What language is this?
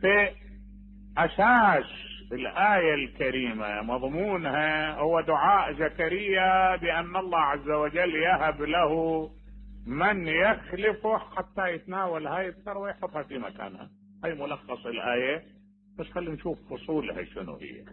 Mesopotamian Arabic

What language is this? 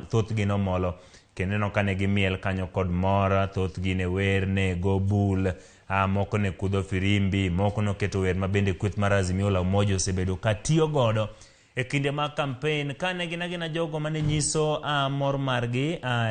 Luo (Kenya and Tanzania)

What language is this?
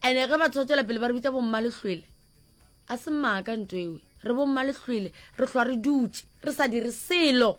Northern Sotho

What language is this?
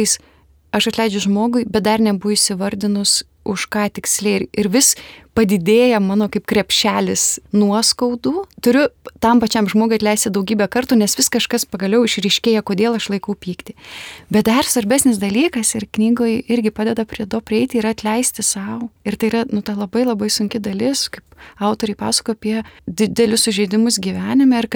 Lithuanian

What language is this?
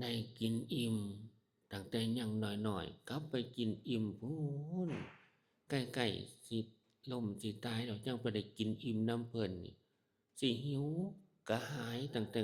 Northeastern Thai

